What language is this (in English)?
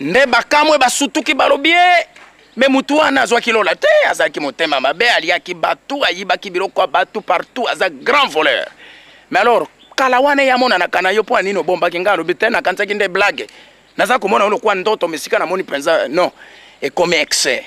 Lingala